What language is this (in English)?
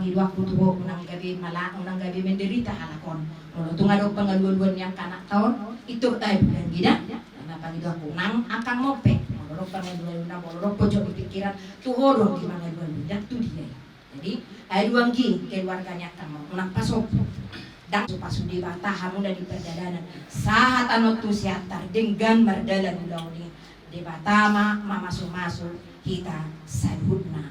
Batak Toba